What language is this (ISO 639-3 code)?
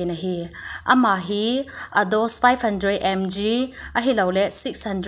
tcz